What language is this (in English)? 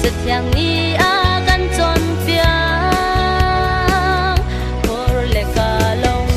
Hakha Chin